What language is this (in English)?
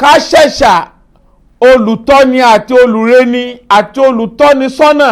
Yoruba